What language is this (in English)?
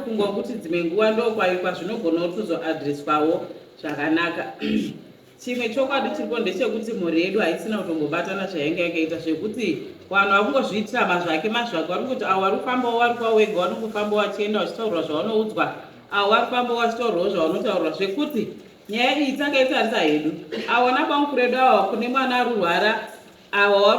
Shona